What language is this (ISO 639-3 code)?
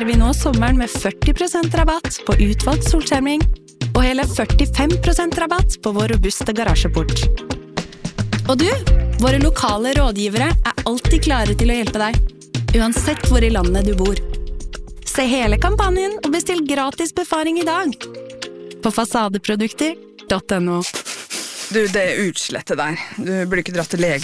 nor